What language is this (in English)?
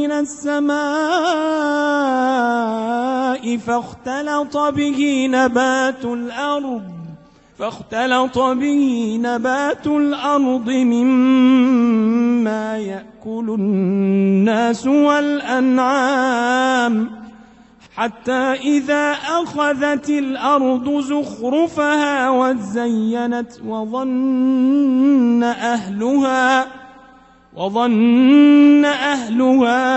Arabic